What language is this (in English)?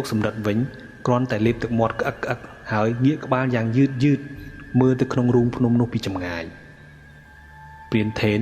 Khmer